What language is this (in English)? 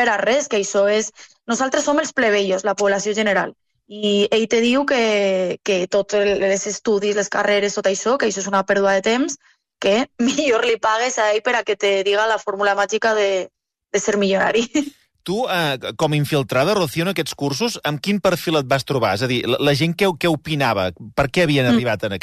Catalan